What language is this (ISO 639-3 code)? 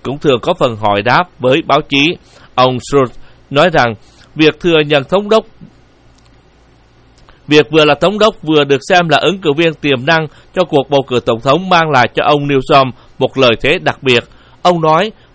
vie